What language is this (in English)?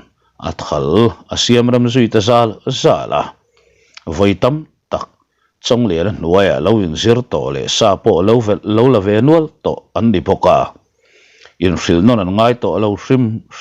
Mizo